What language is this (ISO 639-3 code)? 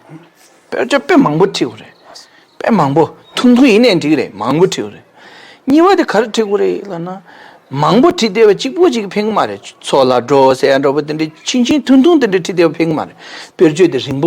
bod